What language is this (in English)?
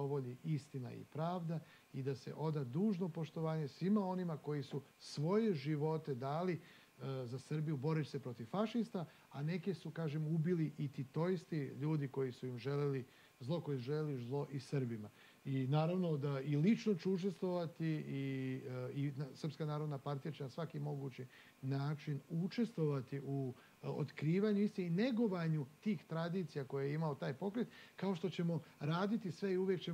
Serbian